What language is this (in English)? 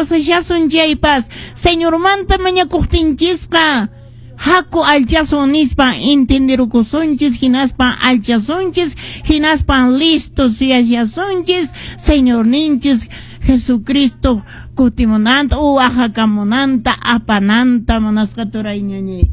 Quechua